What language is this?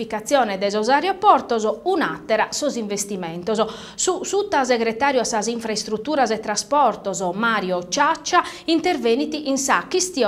Sardinian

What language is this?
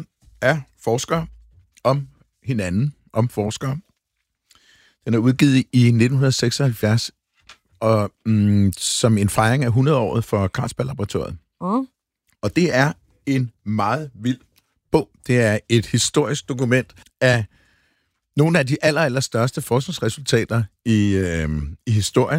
Danish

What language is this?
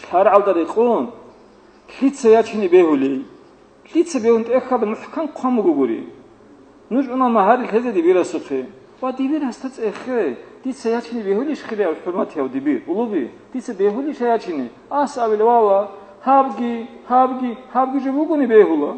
Avaric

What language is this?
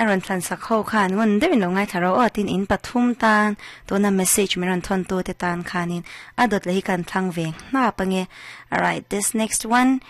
Mizo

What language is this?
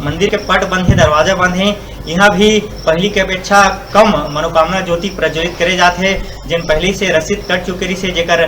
Chhattisgarhi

